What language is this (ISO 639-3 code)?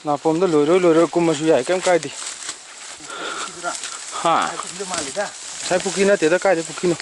mni